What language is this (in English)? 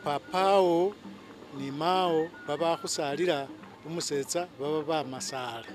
Masaaba